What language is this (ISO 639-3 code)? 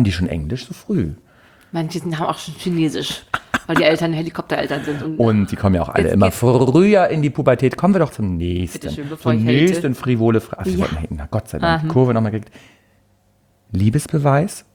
deu